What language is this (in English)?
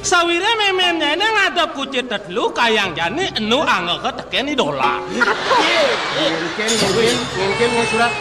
Balinese